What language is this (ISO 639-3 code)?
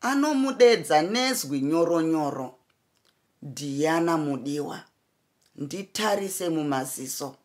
sna